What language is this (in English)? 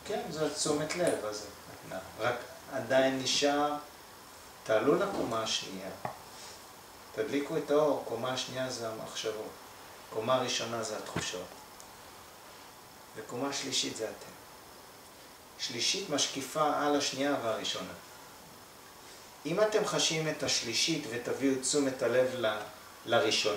Hebrew